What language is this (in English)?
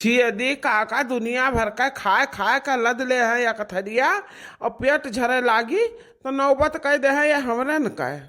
Awadhi